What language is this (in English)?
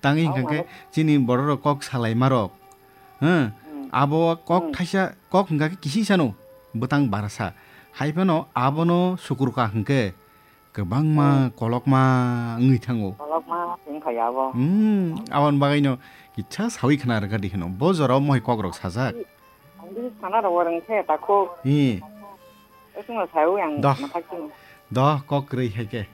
Kok Borok